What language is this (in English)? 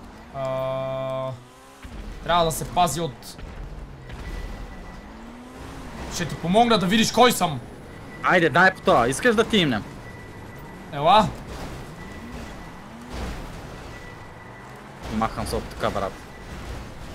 Bulgarian